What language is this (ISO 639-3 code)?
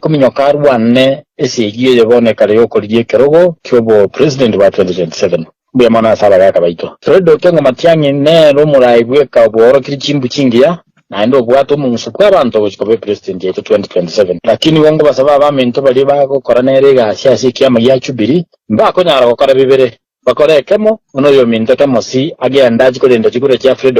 guz